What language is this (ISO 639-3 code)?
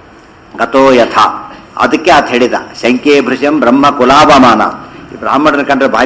kan